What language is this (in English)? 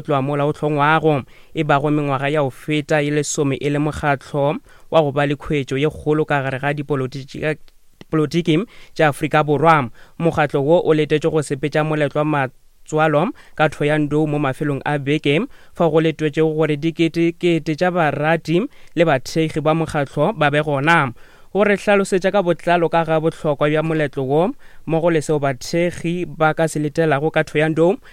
Northern Sotho